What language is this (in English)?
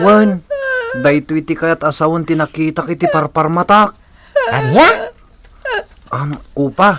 Iloko